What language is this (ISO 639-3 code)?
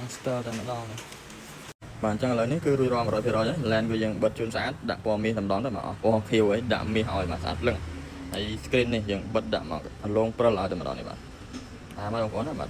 khm